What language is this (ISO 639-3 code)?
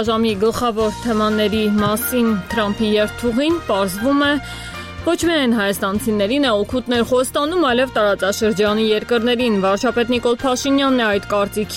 hye